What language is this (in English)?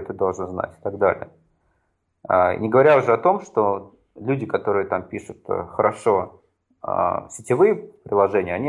Russian